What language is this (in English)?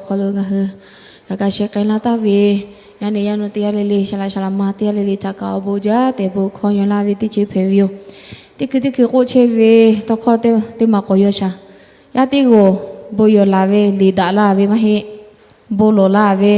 Lahu